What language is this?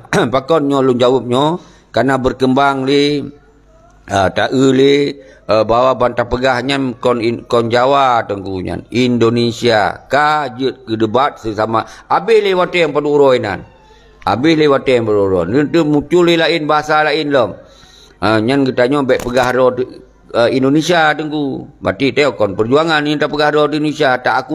Achinese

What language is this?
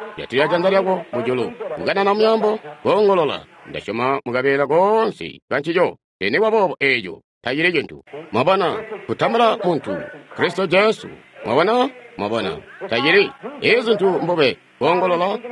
Tonga (Zambia)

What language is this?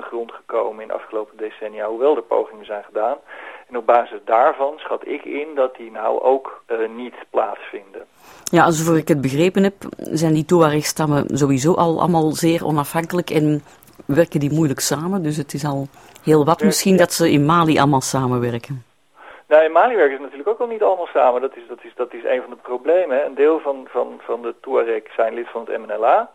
Dutch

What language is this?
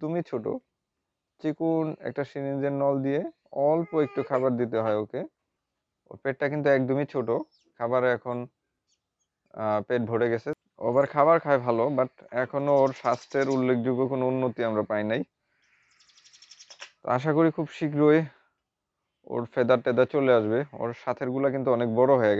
Bangla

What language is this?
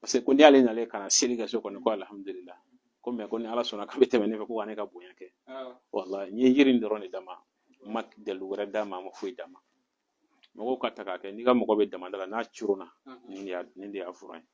Bambara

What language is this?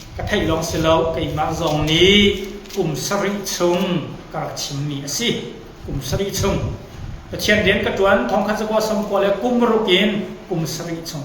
Hakha Chin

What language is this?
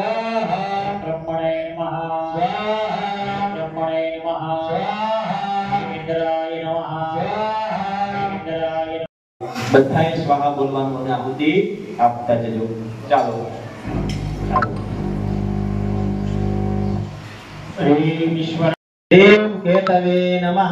Gujarati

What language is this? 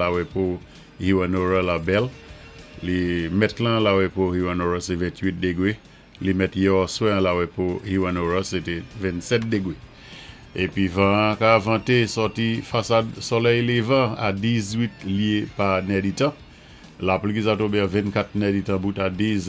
Saint Lucian Creole French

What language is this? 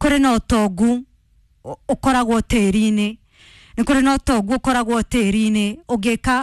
Kikuyu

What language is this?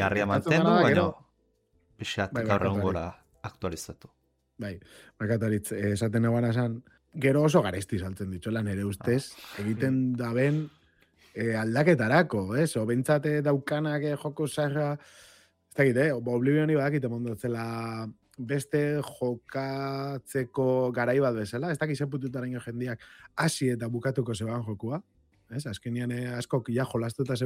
Basque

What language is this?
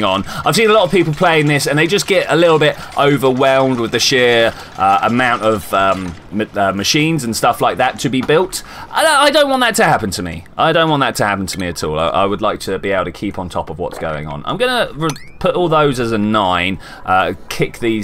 English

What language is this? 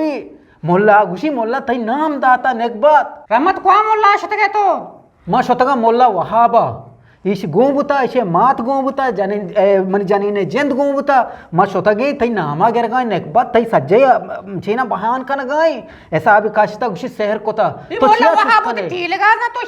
Eastern Balochi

